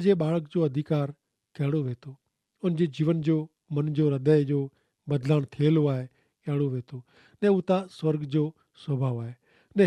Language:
Kachhi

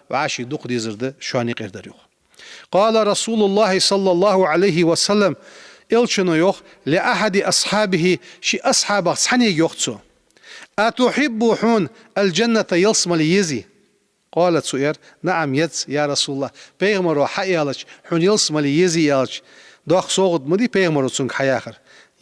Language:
Ingush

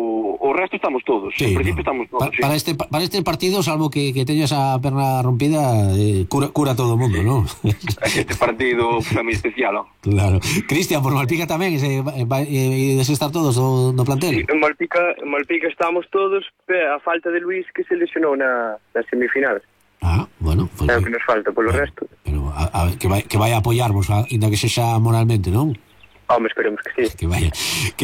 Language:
Galician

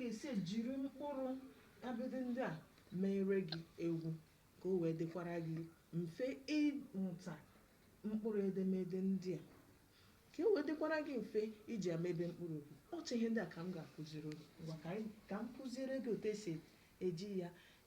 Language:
Igbo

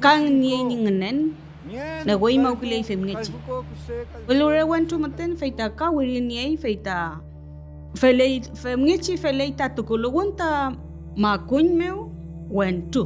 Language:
Mapuche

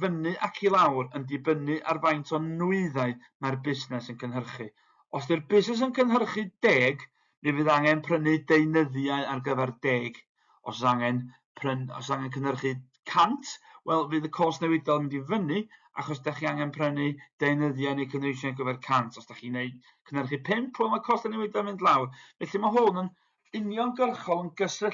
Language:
Welsh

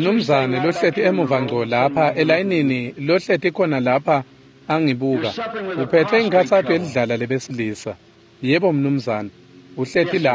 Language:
Swati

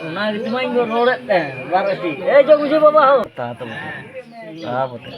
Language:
Santali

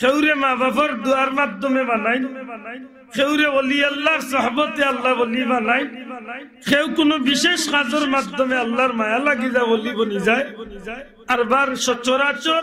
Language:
Sylheti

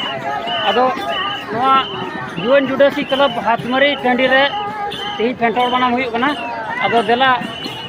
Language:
Santali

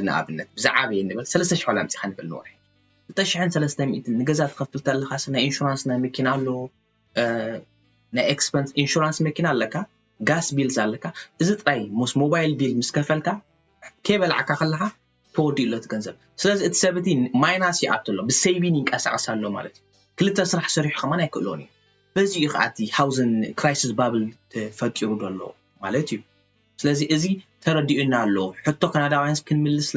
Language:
Tigrinya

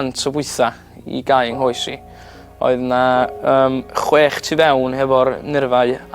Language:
Welsh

